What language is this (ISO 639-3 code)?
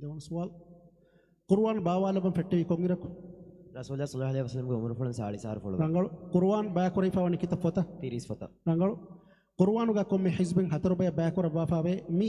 div